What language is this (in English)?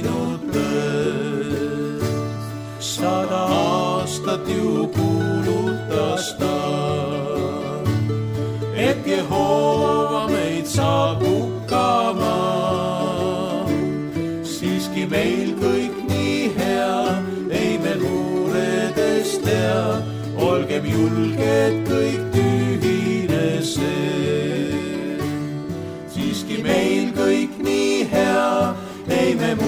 Estonian